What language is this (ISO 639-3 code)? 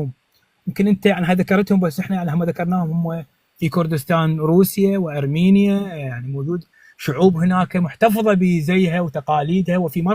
apc